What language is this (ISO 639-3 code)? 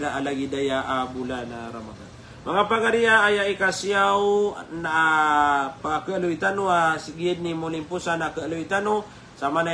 mrw